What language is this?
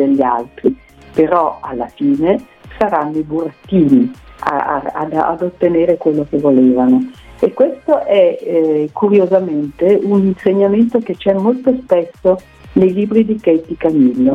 Italian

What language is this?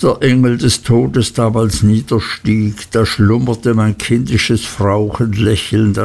German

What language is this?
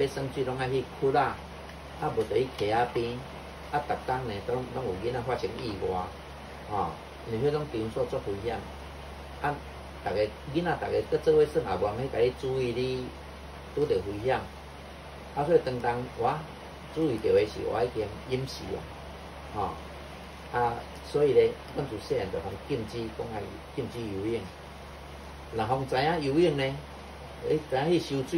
Min Nan Chinese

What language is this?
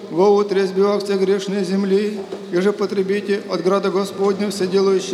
Church Slavic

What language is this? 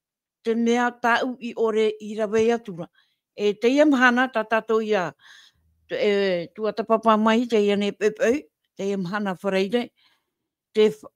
Tahitian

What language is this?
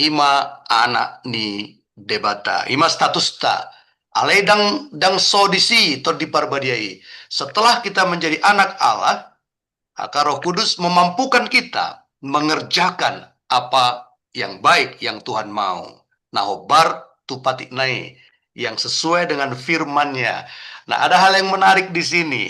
Batak Toba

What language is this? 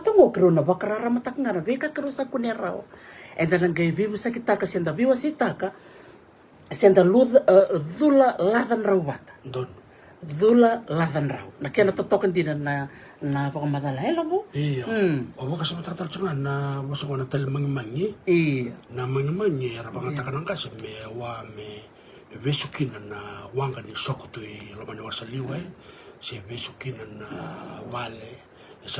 Fijian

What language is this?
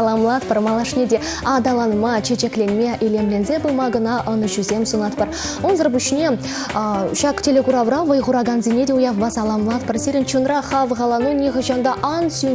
Chuvash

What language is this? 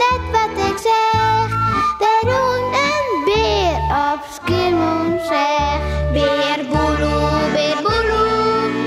Western Frisian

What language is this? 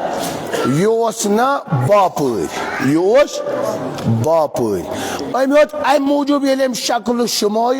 Kashmiri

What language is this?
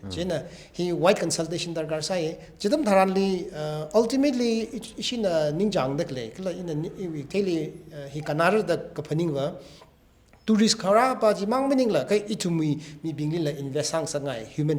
Tangkhul Naga (India)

